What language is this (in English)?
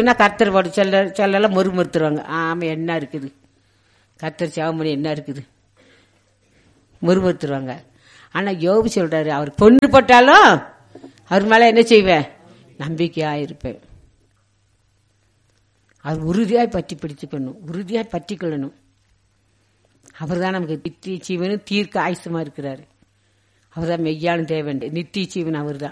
Tamil